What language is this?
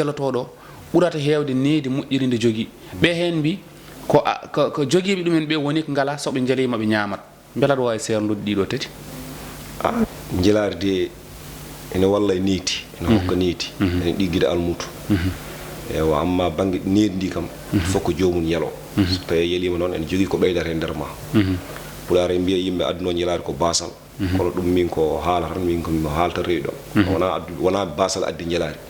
Fula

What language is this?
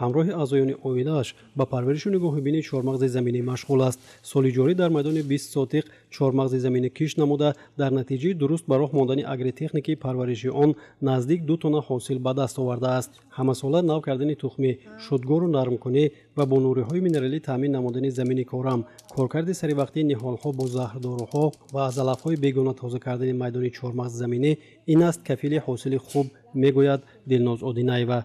Tajik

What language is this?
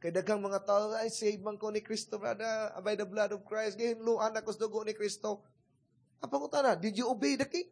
Cebuano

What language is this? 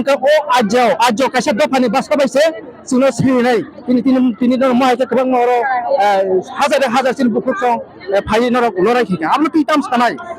Kok Borok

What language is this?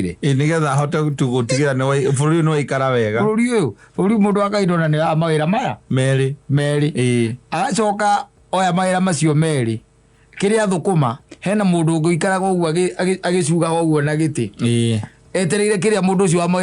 Kikuyu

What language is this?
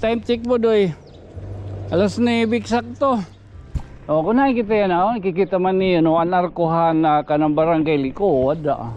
Waray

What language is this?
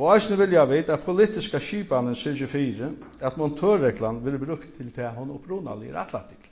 Faroese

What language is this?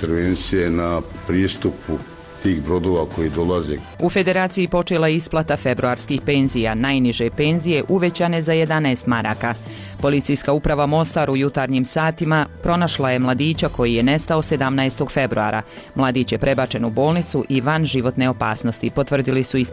Bosnian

